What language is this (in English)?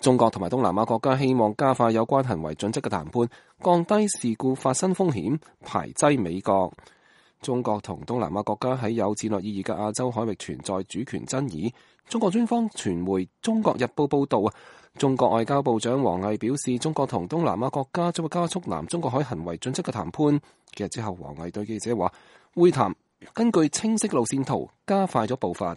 Cantonese